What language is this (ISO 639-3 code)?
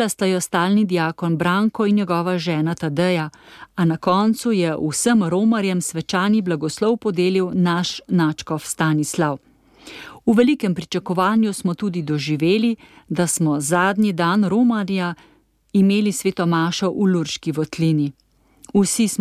slv